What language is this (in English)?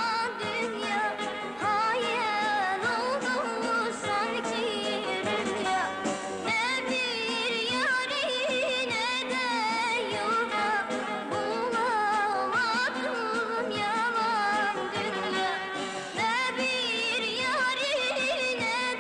Turkish